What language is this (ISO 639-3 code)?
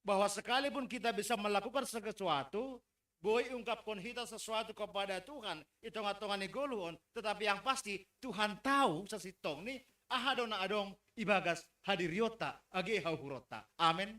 bts